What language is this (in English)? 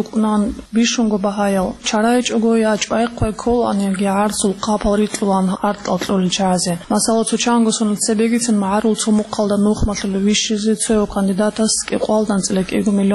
Avaric